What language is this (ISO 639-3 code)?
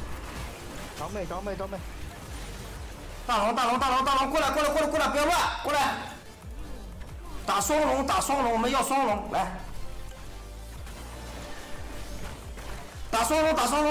zho